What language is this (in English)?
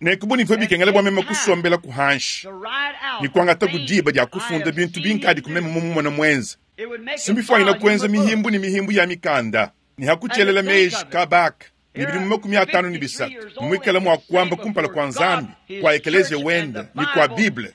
Luba-Lulua